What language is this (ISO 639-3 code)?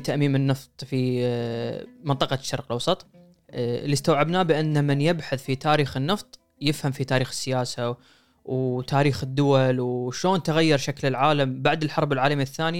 afb